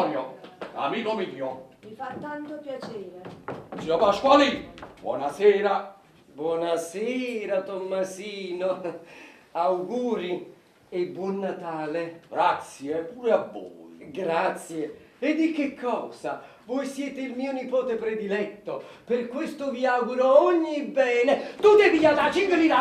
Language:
Neapolitan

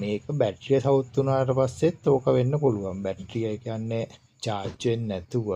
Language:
Sinhala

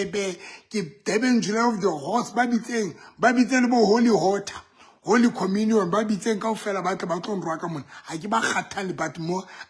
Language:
Southern Sotho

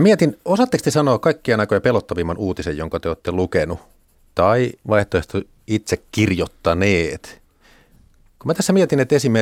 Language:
Finnish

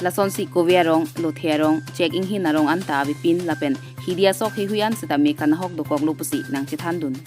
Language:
Karbi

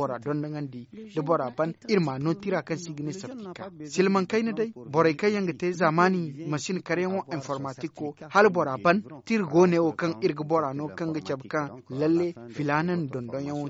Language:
Zarma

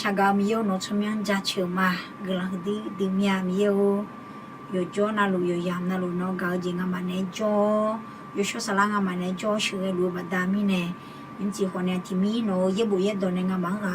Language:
Akha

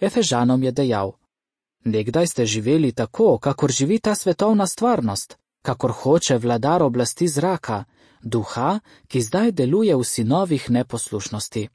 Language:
Slovenian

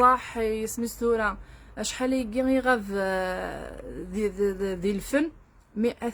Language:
Kabyle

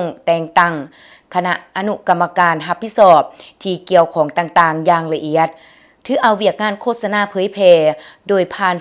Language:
Lao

